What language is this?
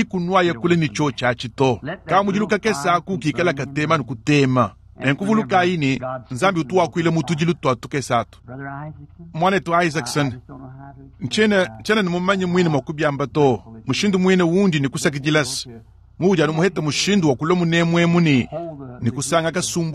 Luba-Lulua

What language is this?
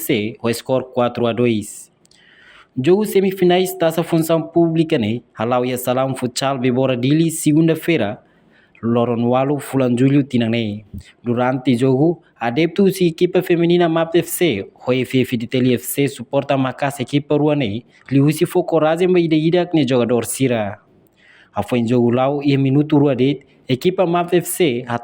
Tetum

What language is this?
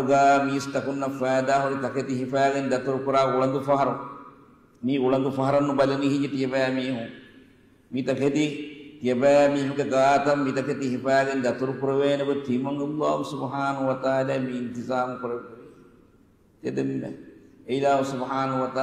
Divehi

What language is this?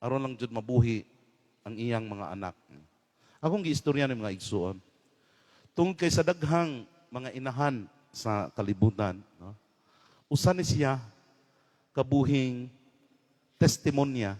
Cebuano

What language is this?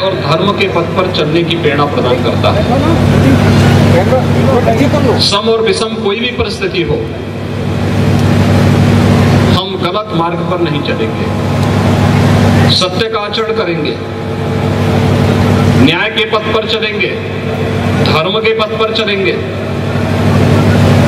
Hindi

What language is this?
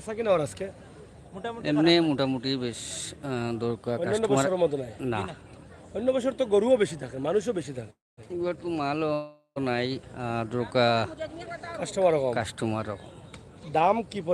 Sylheti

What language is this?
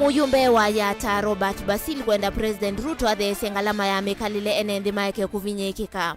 Kamba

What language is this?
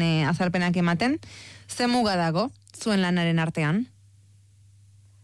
Basque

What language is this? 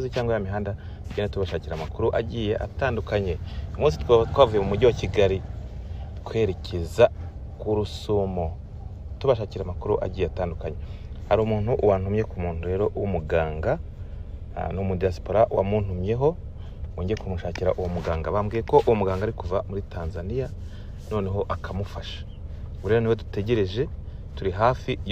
Kinyarwanda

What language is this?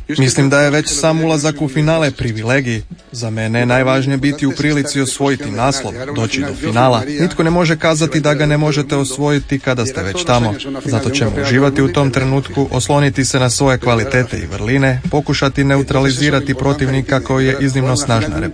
Croatian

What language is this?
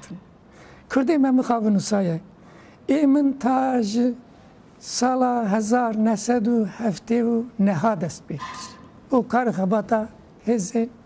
Kurdish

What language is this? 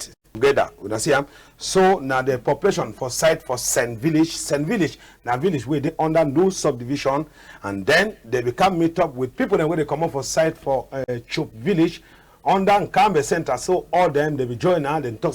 Cameroon Pidgin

